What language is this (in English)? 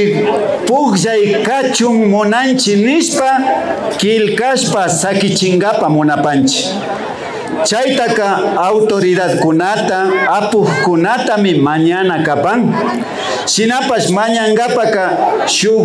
Imbabura Highland Quichua